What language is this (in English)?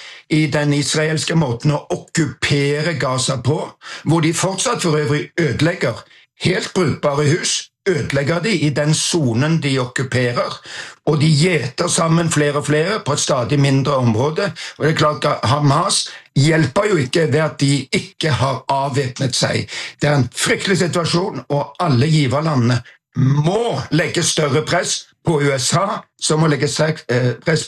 Norwegian